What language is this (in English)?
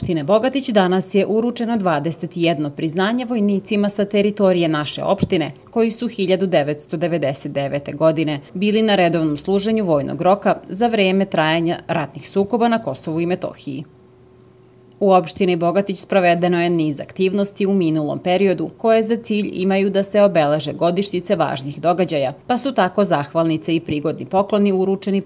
Serbian